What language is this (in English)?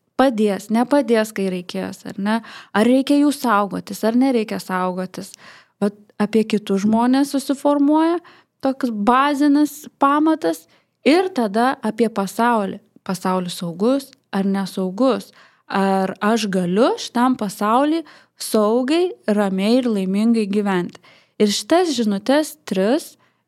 Lithuanian